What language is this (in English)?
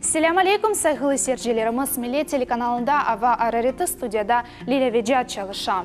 Crimean Tatar